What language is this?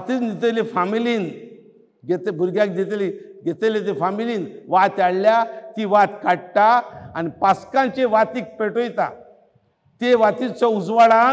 Konkani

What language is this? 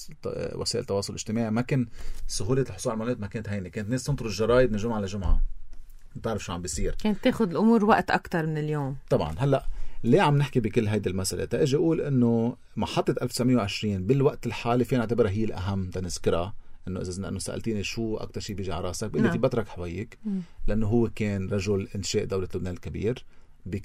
North Levantine Arabic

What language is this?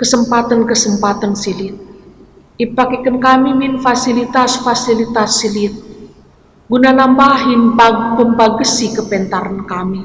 Batak Karo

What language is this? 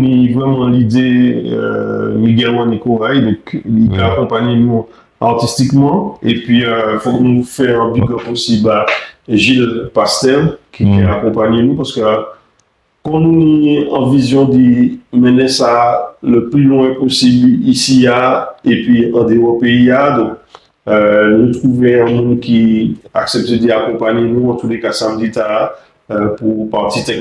Guadeloupean Creole French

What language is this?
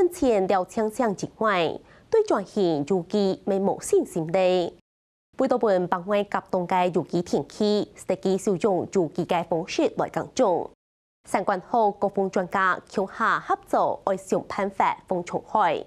Hakka Chinese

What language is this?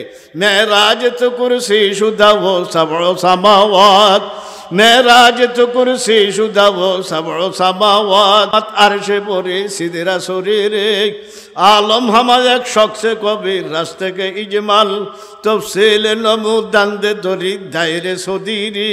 Bangla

